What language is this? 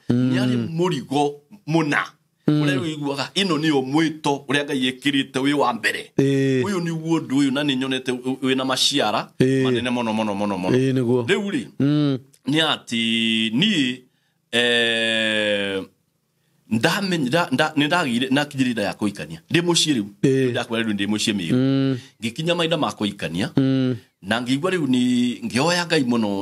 Kikuyu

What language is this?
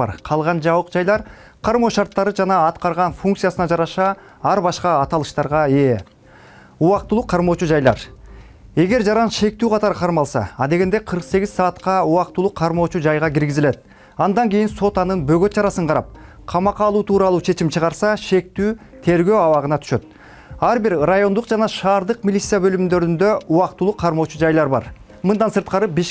Kyrgyz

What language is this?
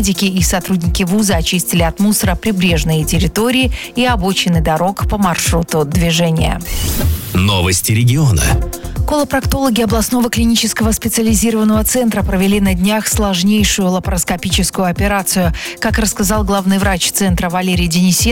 Russian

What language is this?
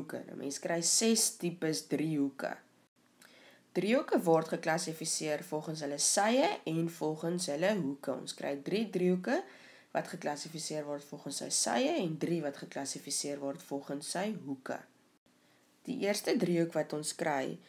Afrikaans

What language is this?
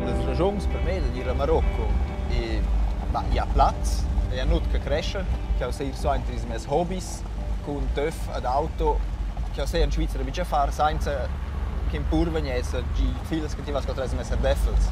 Romansh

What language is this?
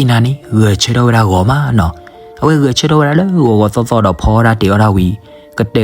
S'gaw Karen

